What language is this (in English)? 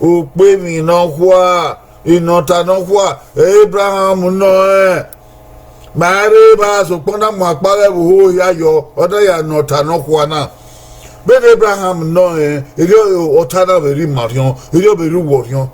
Bini